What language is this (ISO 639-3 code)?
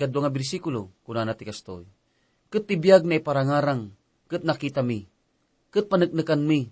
ilo